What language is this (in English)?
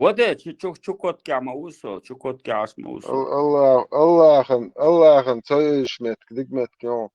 Chechen